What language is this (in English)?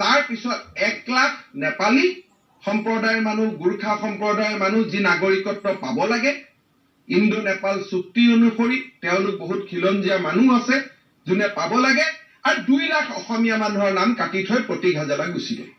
Assamese